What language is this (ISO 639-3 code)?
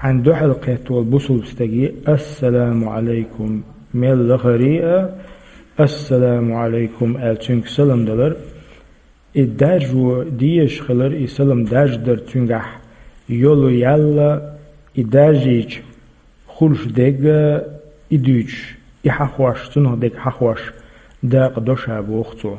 che